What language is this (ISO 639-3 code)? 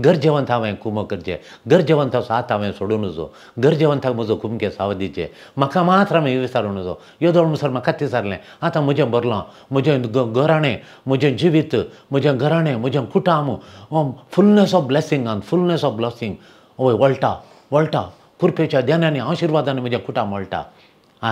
kok